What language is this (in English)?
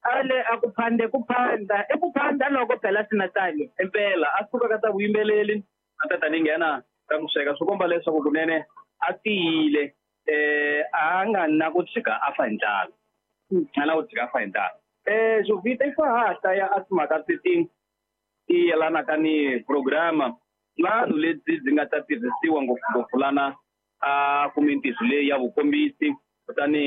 Tsonga